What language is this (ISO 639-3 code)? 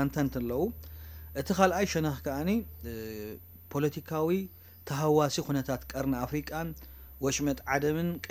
tir